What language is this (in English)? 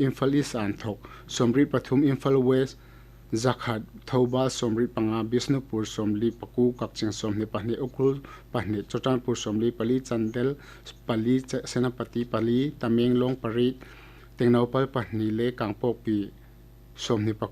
Hmar